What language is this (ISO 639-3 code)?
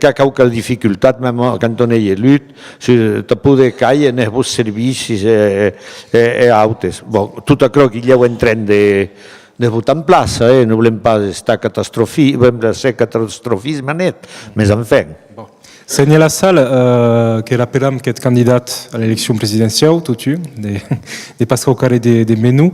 oci